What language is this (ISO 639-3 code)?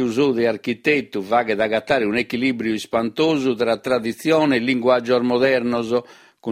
srd